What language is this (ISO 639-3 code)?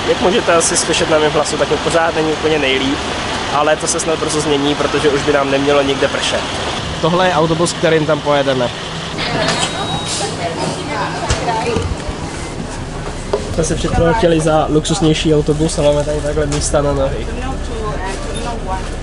ces